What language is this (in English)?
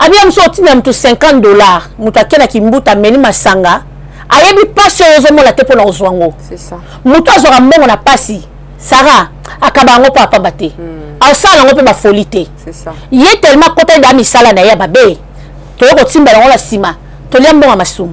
Lingala